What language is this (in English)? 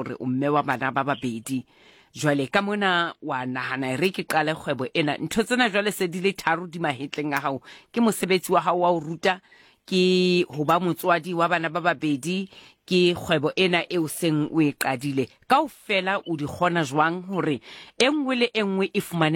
Southern Sotho